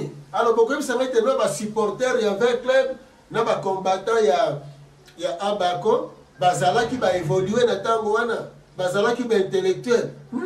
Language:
Lingala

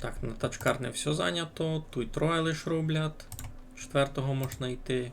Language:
Rusyn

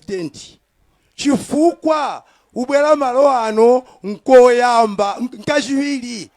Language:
Nyanja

